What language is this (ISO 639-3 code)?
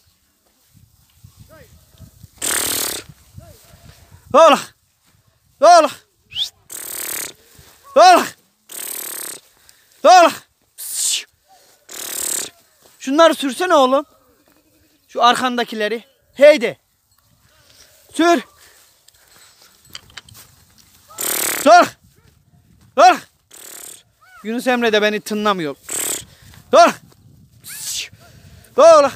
tur